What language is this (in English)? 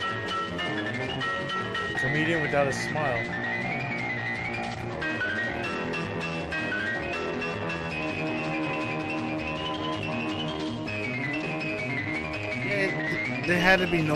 English